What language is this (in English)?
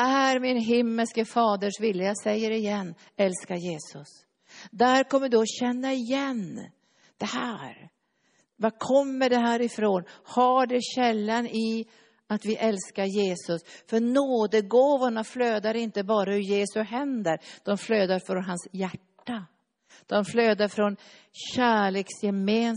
Swedish